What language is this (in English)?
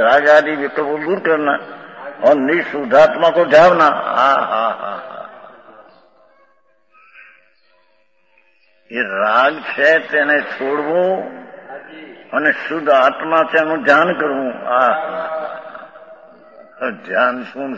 Gujarati